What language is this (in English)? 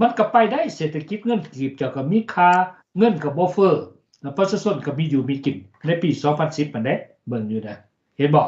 Lao